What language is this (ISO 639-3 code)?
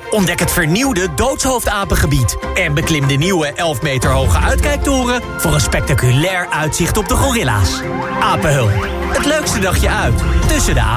nld